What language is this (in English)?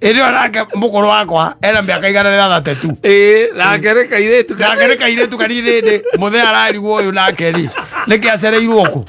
Kikuyu